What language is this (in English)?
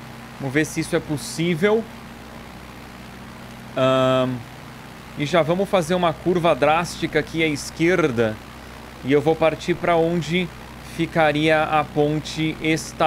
Portuguese